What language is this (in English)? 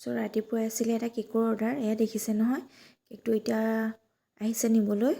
Assamese